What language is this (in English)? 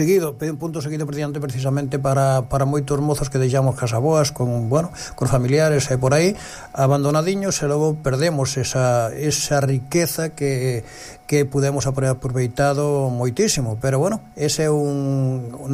Galician